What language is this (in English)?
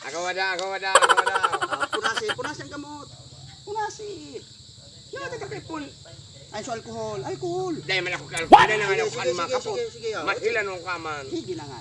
Bikol